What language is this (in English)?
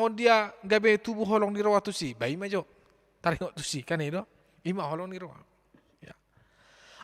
Batak Toba